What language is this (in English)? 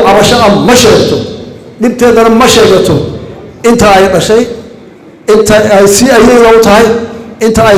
Somali